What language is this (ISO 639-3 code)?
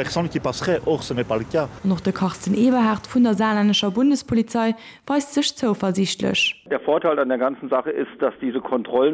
ltz